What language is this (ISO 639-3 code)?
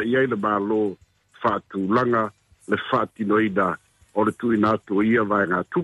smo